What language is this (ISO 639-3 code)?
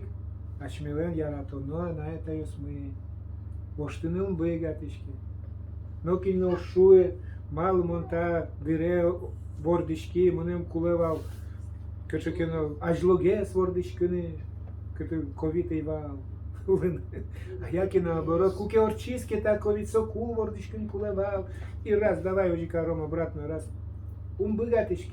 udm